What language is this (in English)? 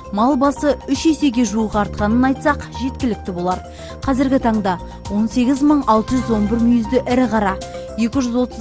Kazakh